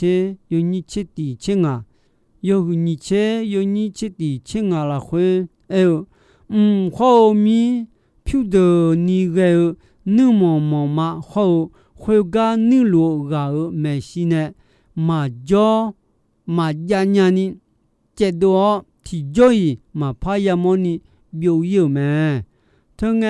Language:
Akha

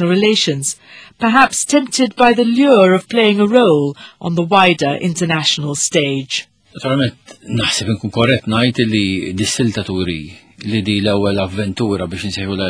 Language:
Maltese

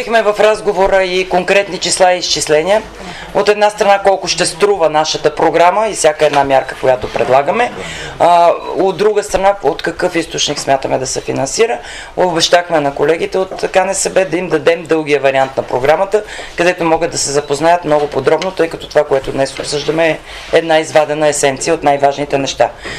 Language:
Bulgarian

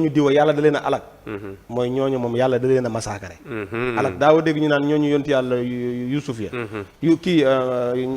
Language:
Wolof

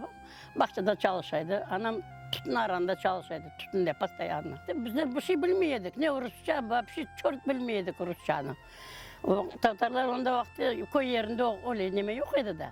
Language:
Crimean Tatar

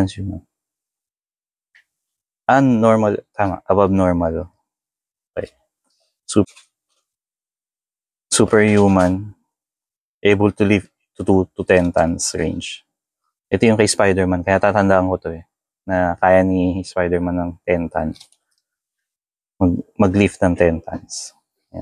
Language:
Filipino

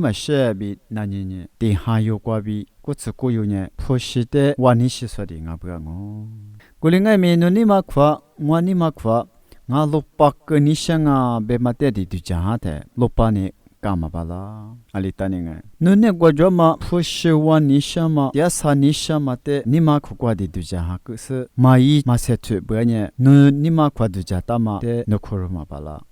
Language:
Lisu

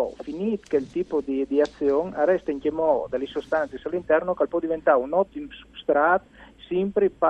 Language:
Friulian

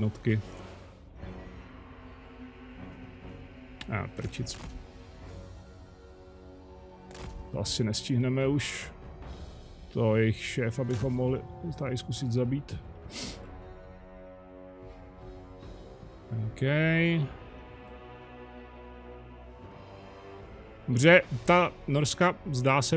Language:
Czech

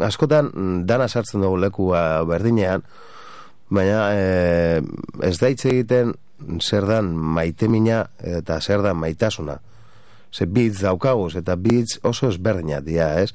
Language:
Basque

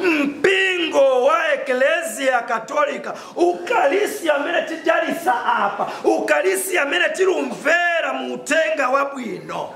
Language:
Nyanja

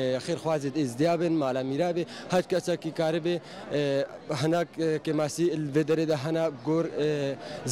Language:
Kurdish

